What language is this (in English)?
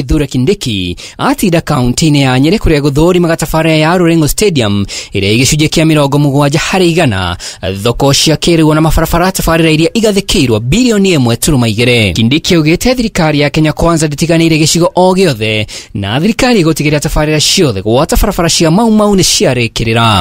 Kikuyu